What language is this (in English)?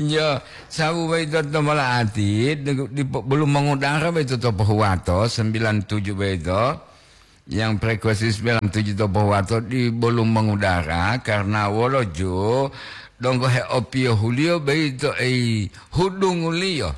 Gorontalo